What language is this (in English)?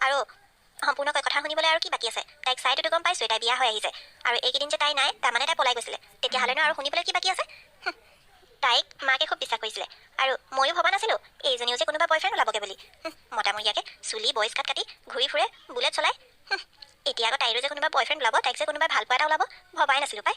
Assamese